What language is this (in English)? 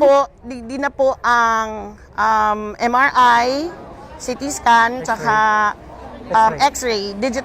Bikol